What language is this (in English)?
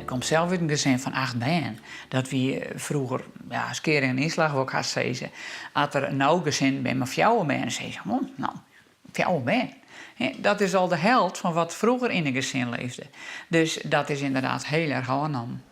Western Frisian